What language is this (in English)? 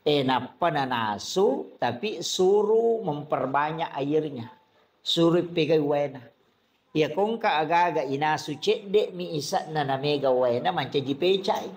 Buginese